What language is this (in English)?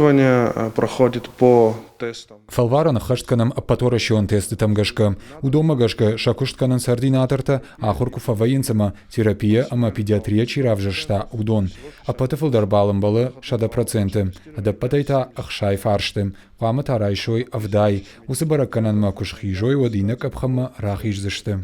Ossetic